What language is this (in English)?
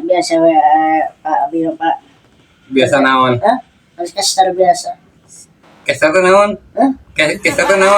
Sundanese